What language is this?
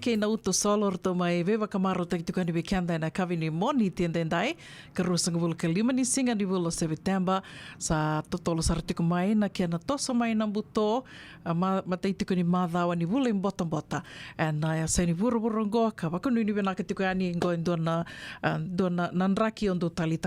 Fijian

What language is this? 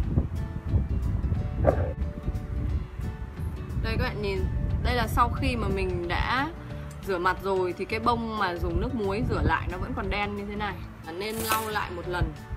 Vietnamese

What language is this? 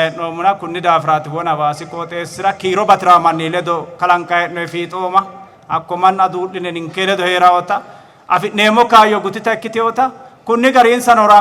Sidamo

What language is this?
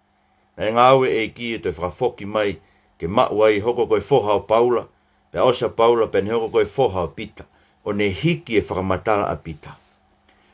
Tongan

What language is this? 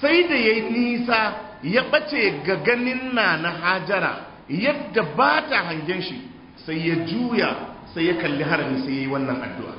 Hausa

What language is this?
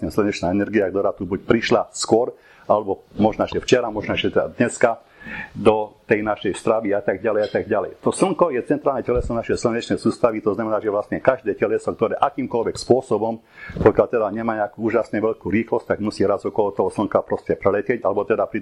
Slovak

